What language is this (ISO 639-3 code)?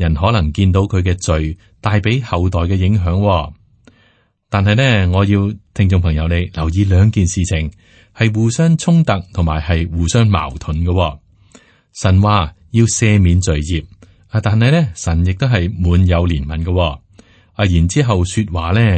yue